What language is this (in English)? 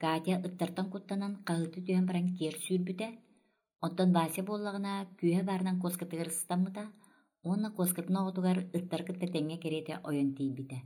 Yakut